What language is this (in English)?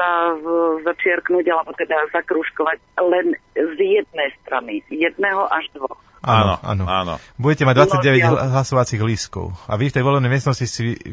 Slovak